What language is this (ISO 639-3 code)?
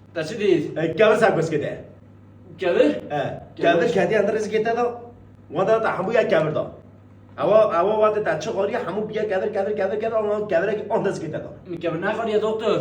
kur